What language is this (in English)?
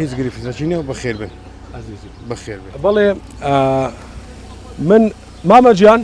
Central Kurdish